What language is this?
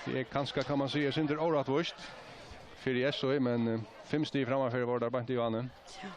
Faroese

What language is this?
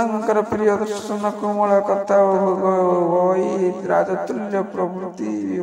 Odia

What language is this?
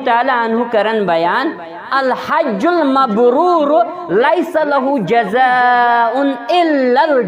Kashmiri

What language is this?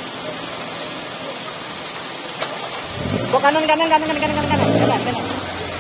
Indonesian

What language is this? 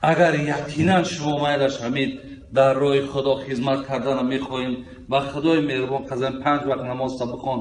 Tajik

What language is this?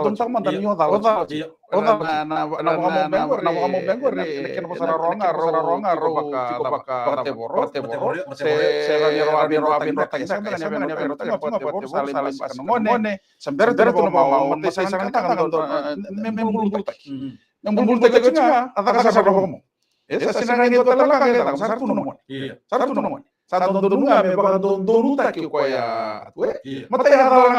Fijian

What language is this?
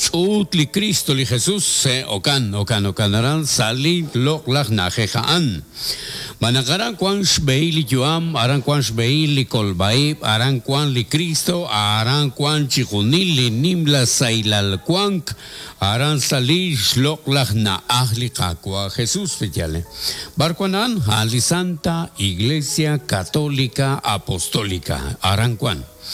Kekchí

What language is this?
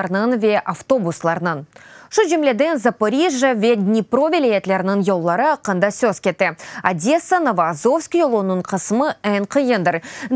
Crimean Tatar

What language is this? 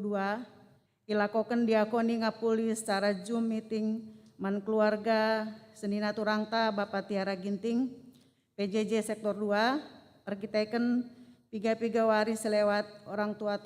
Batak Karo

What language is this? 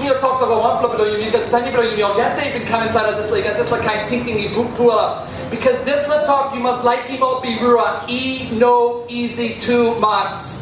Tok Pisin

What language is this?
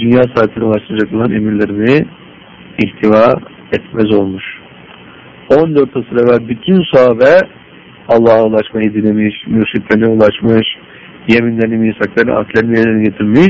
Turkish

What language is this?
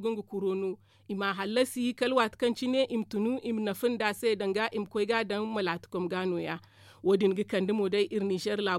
Zarma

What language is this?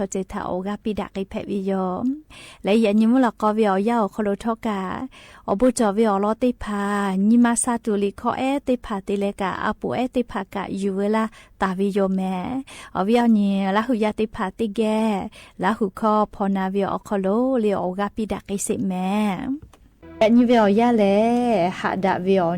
Lahu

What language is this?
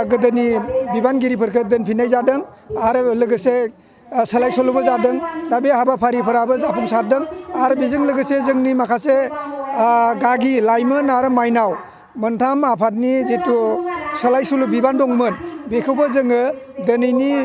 Bodo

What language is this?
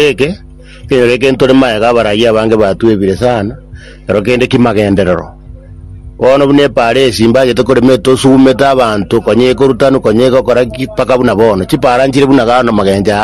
Gusii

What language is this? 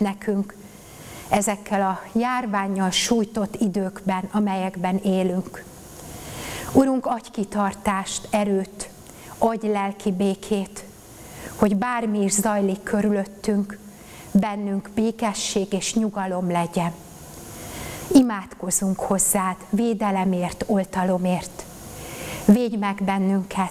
Hungarian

